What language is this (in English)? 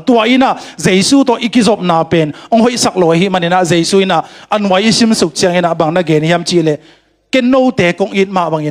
Tedim Chin